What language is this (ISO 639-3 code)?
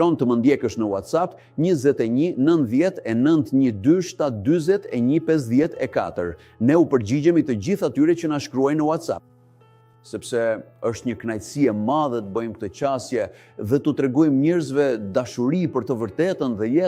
sqi